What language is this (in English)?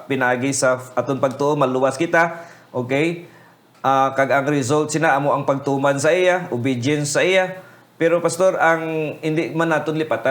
Hiligaynon